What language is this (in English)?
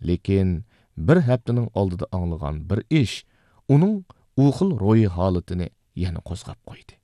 Uyghur